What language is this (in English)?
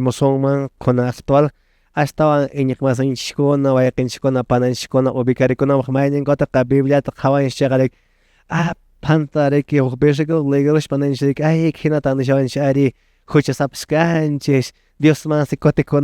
Quechua